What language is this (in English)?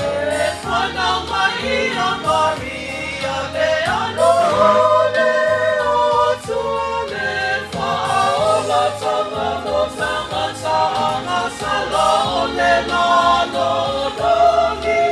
Samoan